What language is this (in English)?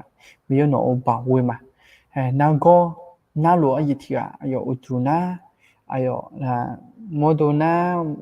Akha